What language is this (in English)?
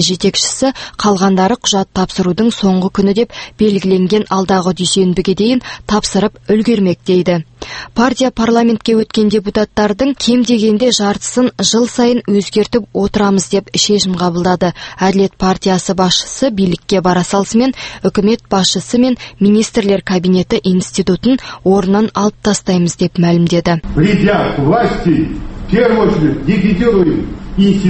Kazakh